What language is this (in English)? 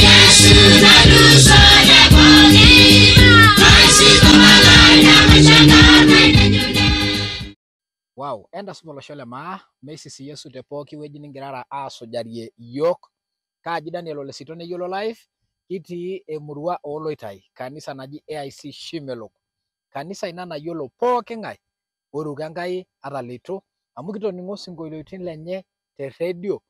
Masai